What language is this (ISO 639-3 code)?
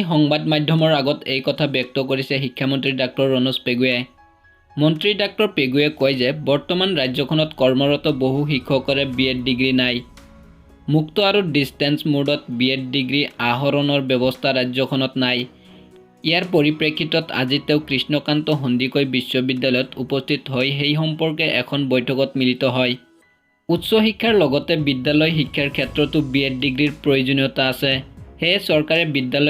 asm